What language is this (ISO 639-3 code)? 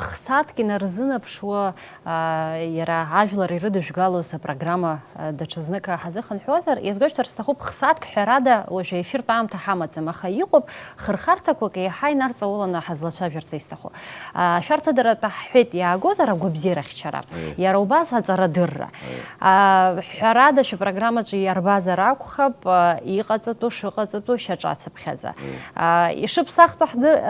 abk